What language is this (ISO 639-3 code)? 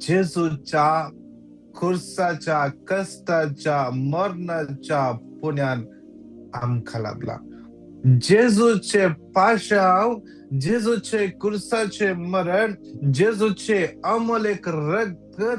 kok